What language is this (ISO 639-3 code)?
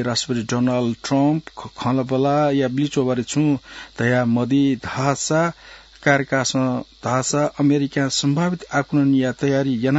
new